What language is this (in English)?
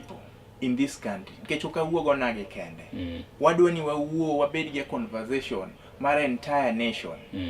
Luo (Kenya and Tanzania)